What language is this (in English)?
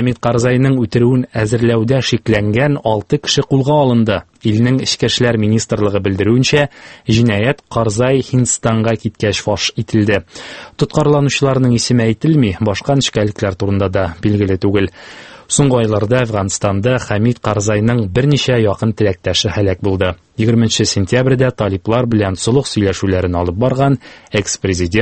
Tatar